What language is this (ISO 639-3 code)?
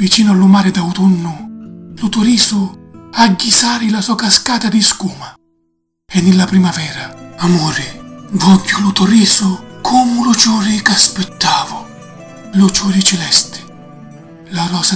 scn